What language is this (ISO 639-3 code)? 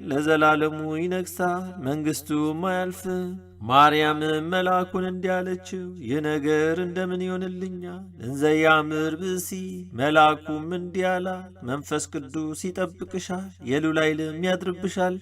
amh